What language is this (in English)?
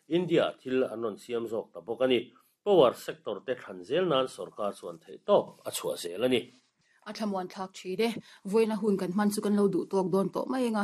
Mizo